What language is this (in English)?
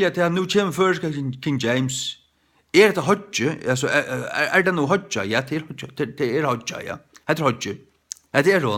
Faroese